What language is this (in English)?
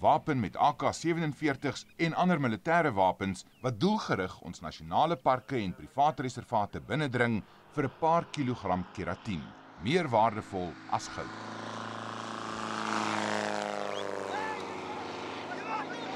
Afrikaans